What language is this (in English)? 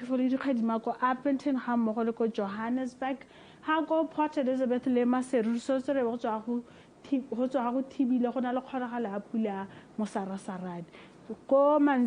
Tswana